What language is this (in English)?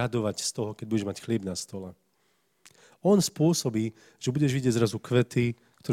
Slovak